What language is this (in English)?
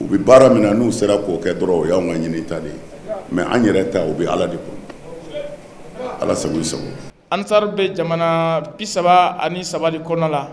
Bambara